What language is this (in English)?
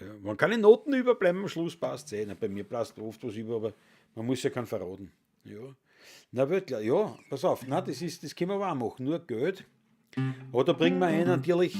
Bavarian